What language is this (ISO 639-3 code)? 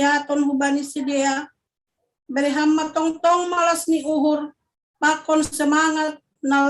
bts